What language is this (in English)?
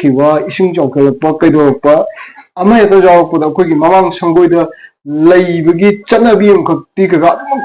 Manipuri